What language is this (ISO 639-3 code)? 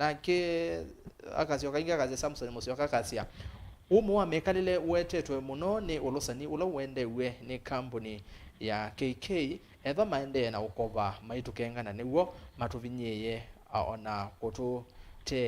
kam